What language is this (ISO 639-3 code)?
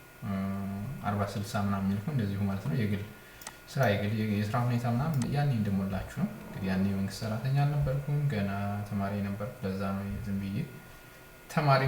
amh